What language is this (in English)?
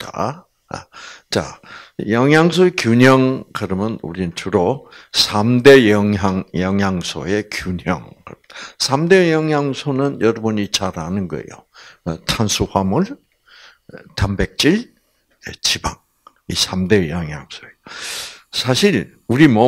Korean